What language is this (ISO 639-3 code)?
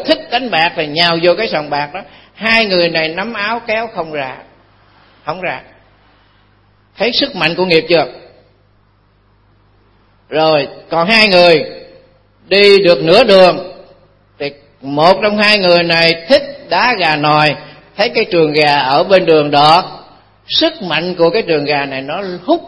vie